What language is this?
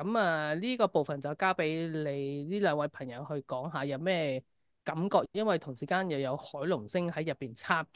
Cantonese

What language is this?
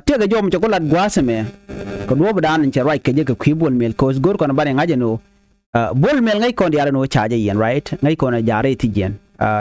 Nuer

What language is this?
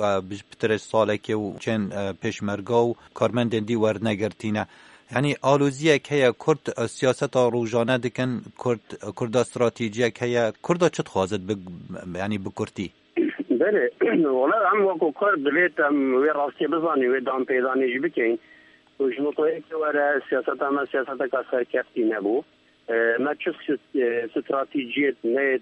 Kurdish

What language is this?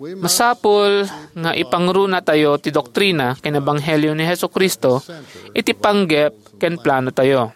Iloko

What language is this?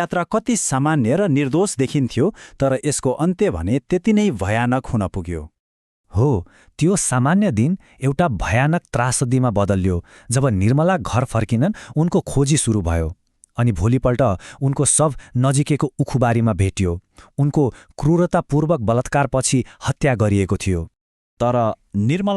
Nepali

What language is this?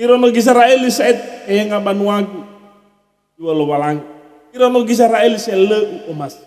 Nias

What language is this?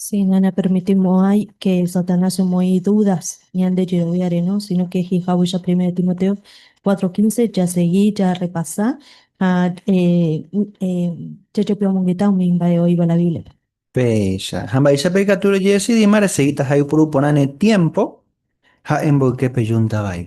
Guarani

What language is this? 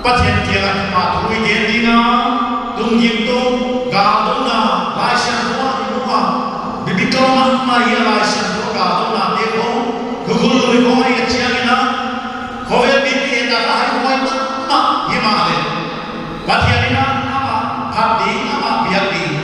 Paite Chin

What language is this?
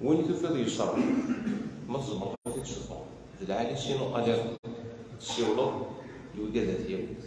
Kabyle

